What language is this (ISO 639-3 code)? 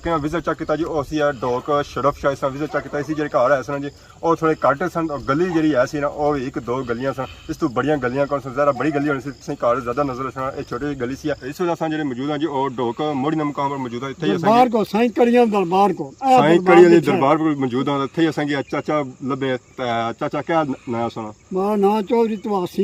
phr